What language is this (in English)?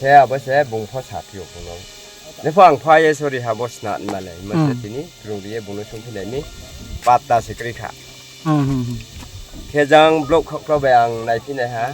Riang (India)